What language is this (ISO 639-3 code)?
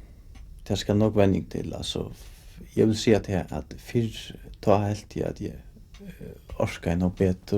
fao